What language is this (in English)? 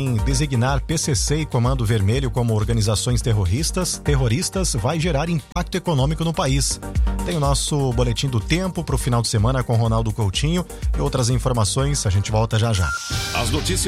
Portuguese